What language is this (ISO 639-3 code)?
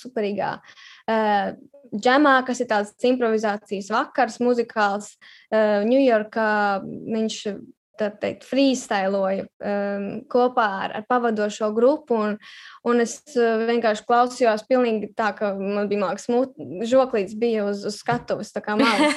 lav